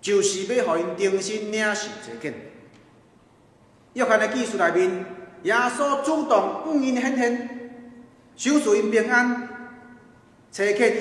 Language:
Min Nan Chinese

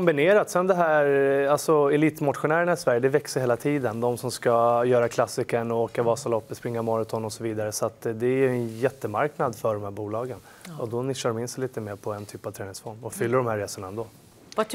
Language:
Swedish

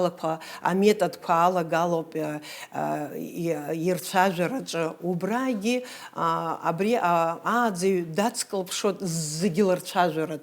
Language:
Abkhazian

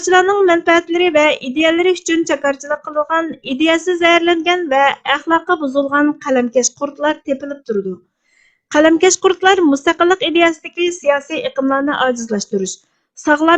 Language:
Uyghur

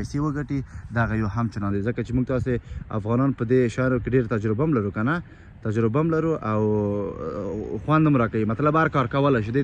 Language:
Pashto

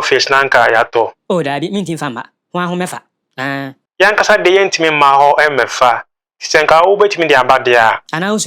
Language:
Akan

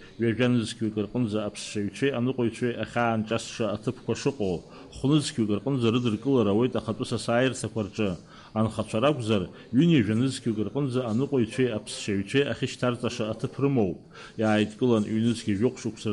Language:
Abkhazian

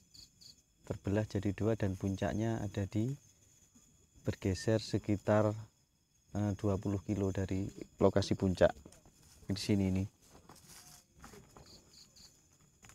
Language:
Indonesian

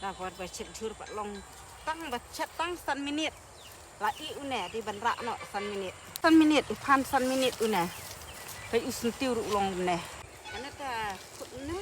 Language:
Khasi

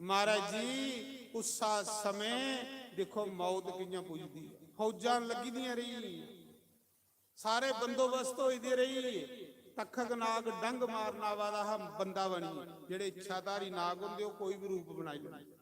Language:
Dogri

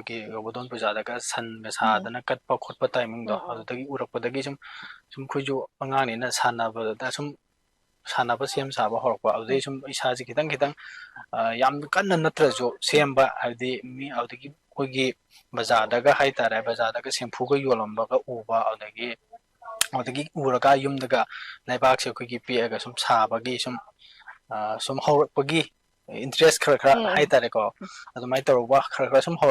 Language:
Manipuri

